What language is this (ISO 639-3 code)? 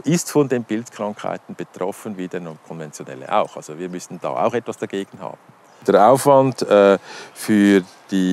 deu